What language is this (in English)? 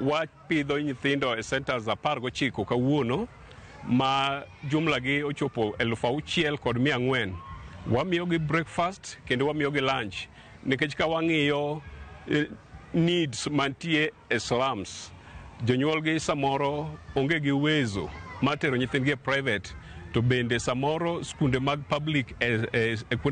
Luo (Kenya and Tanzania)